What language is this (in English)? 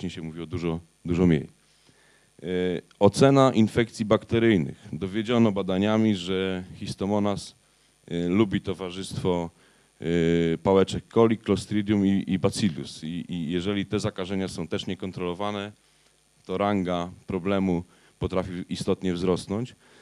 Polish